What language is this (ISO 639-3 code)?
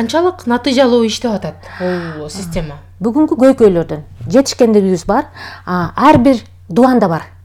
kir